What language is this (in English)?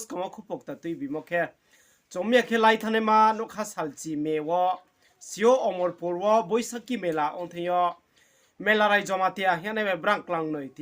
Riang (India)